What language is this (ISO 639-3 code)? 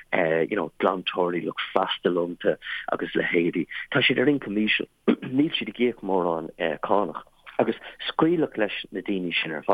gle